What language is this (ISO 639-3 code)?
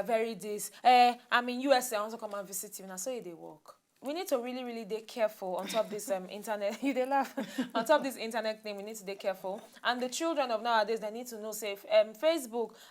pcm